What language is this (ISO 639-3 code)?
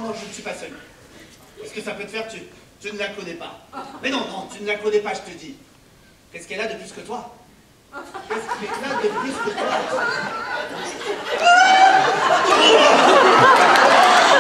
fra